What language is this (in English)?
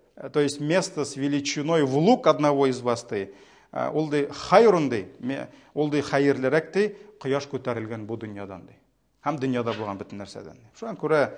Tatar